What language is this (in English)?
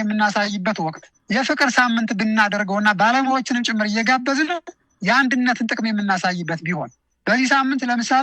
Amharic